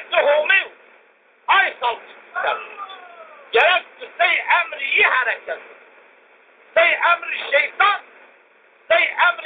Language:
Zaza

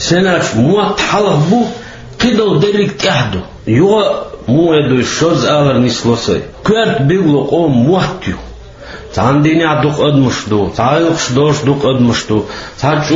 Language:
Chechen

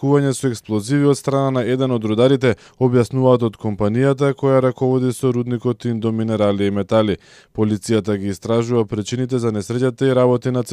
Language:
Macedonian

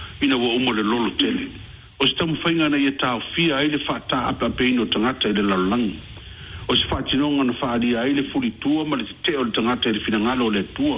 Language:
Samoan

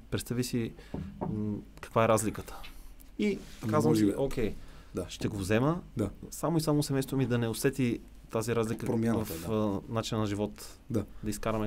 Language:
Bulgarian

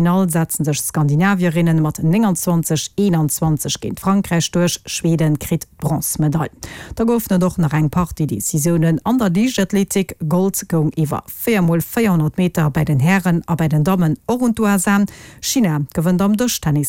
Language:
Luxembourgish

